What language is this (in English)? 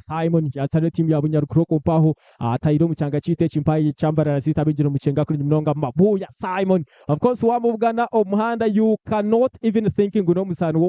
Nyankole